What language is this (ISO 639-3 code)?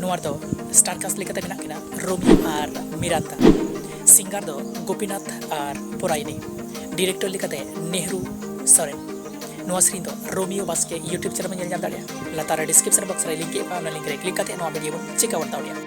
sat